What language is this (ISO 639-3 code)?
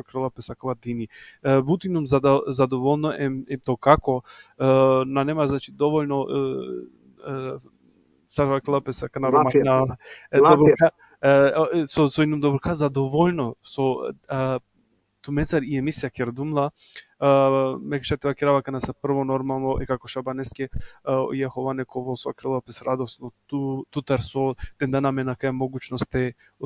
rmn